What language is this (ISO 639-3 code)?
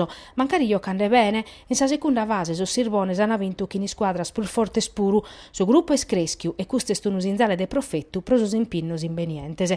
srd